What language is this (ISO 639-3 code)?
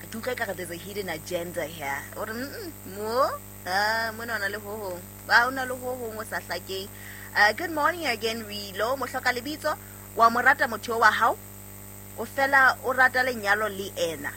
sot